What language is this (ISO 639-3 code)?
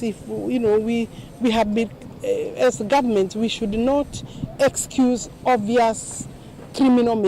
kam